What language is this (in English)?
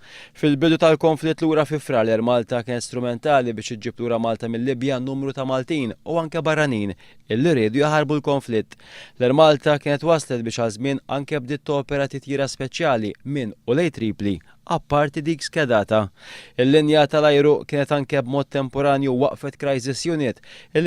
Maltese